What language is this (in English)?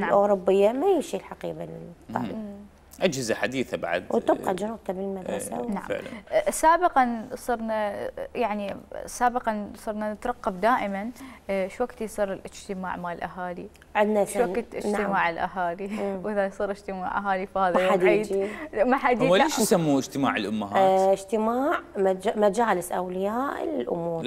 Mesopotamian Arabic